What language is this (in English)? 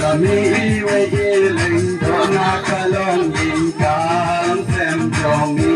Khasi